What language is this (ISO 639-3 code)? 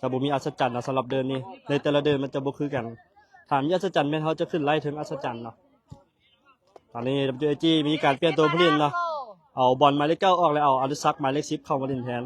lao